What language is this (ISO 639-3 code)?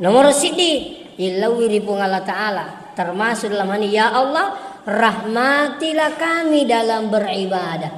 bug